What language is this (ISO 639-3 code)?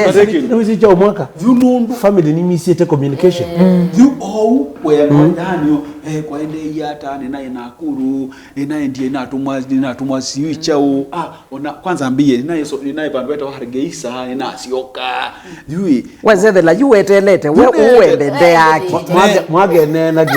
kam